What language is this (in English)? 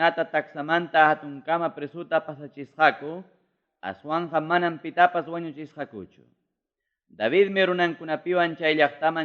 Ayacucho Quechua